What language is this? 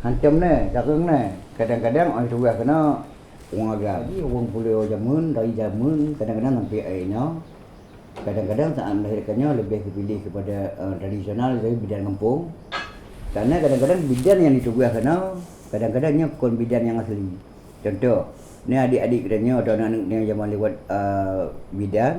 Achinese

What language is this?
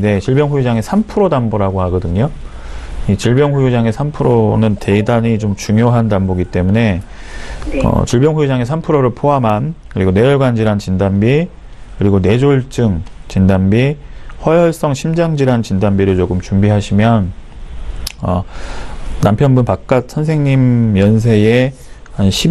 Korean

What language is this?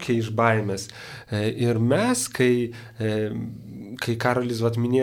Lithuanian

